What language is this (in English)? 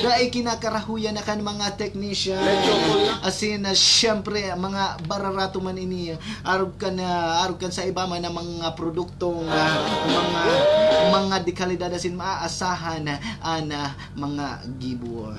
Bikol